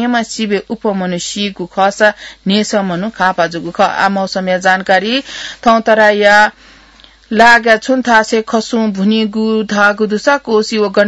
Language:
Newari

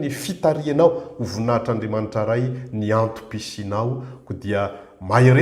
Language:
Malagasy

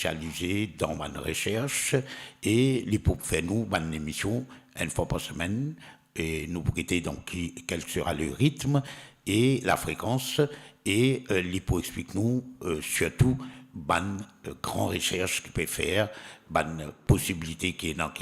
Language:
Morisyen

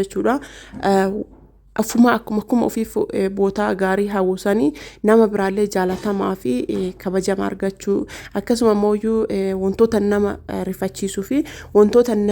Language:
Oromo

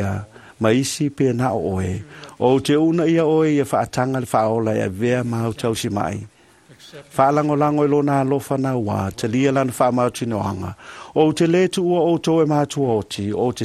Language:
Samoan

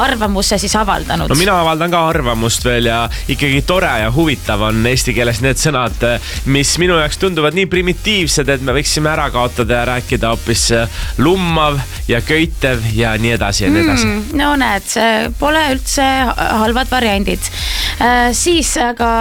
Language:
Estonian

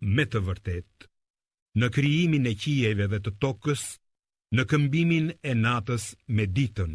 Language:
Albanian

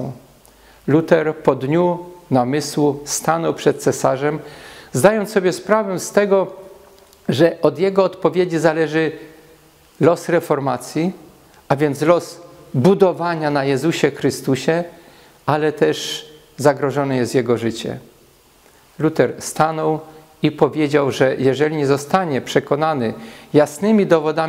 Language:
Polish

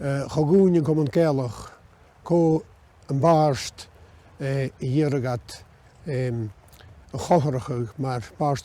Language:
Scottish Gaelic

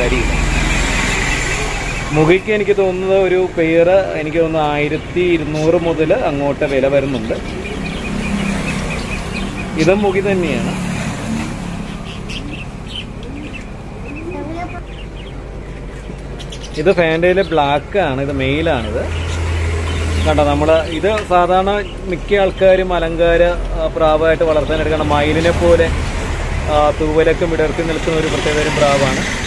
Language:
Malayalam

